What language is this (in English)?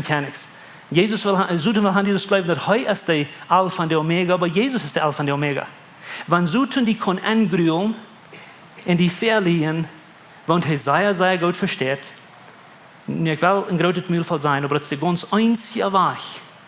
Plautdietsch